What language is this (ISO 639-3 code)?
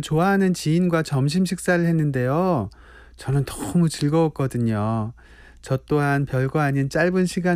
kor